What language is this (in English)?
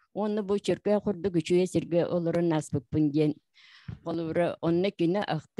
Yakut